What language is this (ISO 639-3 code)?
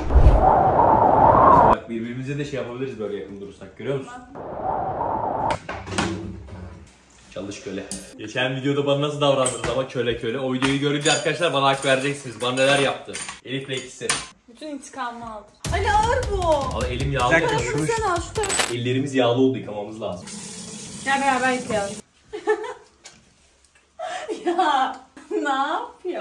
tur